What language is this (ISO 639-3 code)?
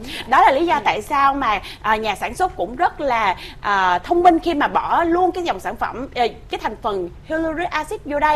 vie